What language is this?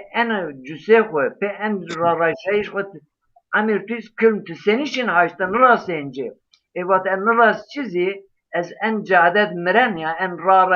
Zaza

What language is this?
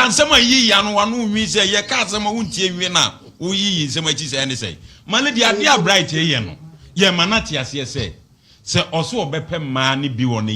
Akan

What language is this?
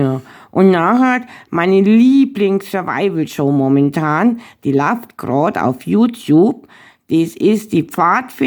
Bavarian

